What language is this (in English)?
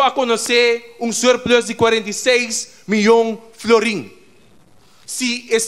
Papiamento